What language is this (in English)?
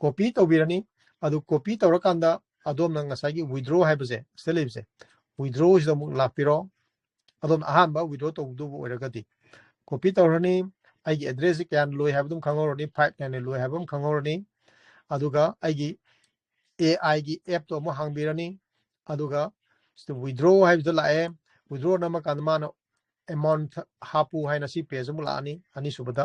Manipuri